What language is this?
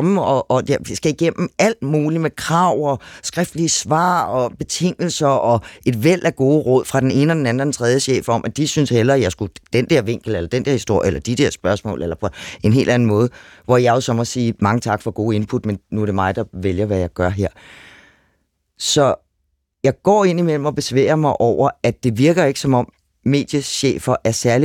Danish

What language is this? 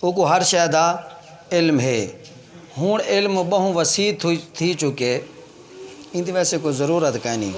Saraiki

